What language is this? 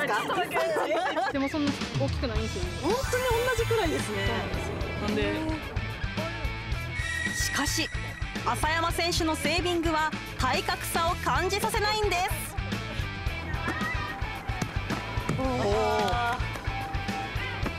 Japanese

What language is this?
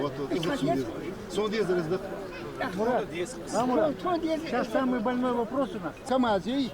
Ingush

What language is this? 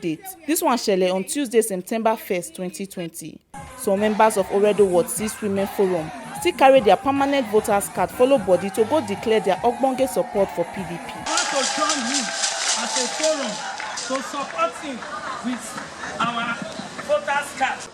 Nigerian Pidgin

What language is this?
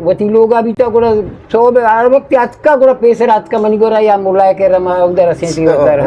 Eastern Balochi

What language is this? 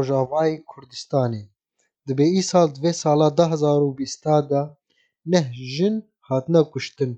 Kurdish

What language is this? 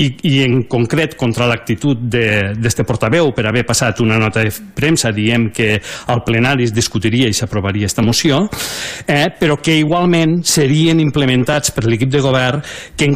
Catalan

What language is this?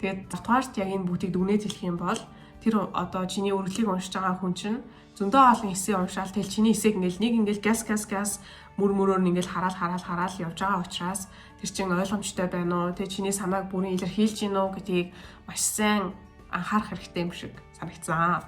Mongolian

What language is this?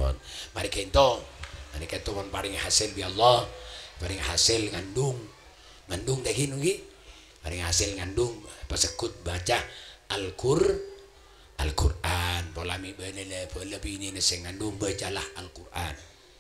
Madurese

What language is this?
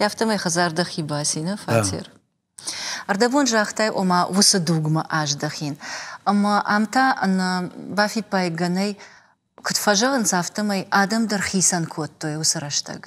Ossetic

